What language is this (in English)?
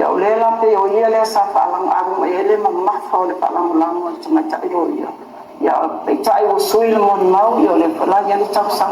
Samoan